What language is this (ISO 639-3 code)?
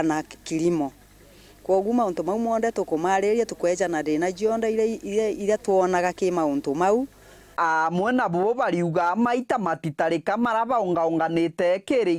mer